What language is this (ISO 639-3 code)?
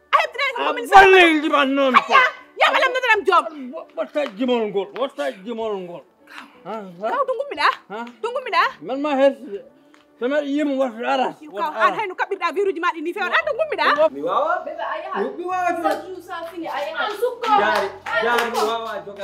ful